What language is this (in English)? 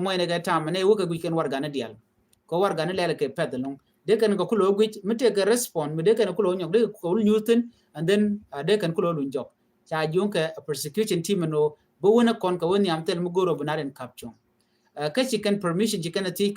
Nuer